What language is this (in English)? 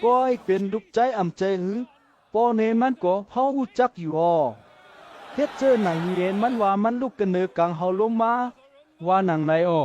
Shan